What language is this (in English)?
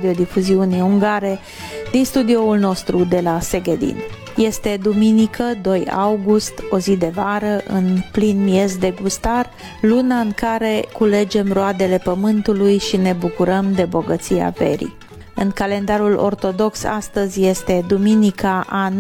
Romanian